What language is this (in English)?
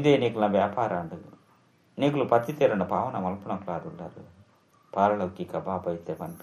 Tulu